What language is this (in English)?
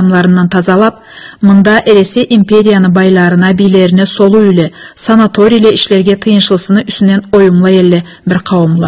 Karachay-Balkar